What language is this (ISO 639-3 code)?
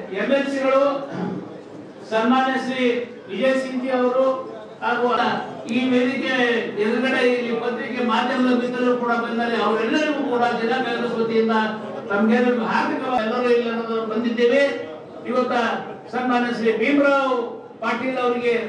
kan